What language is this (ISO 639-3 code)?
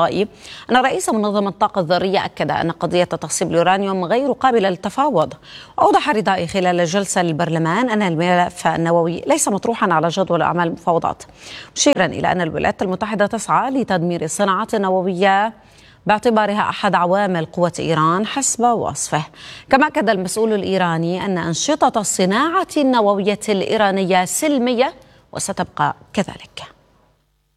ara